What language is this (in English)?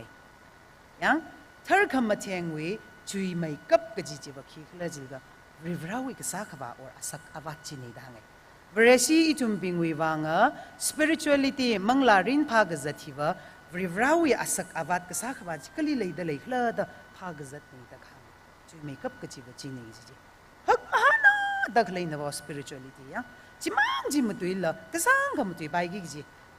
Tangkhul Naga (India)